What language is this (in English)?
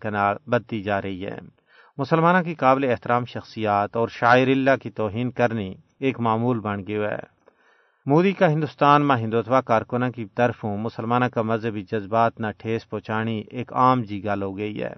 Gujari